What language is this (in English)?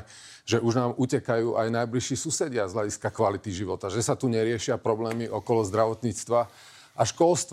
Slovak